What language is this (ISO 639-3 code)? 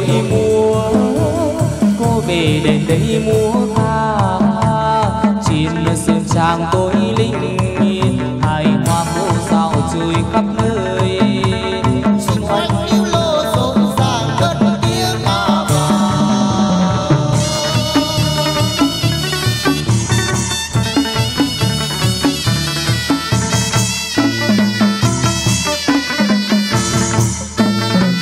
vie